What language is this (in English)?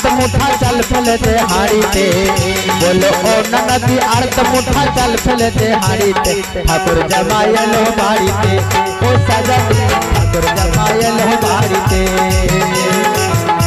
Bhojpuri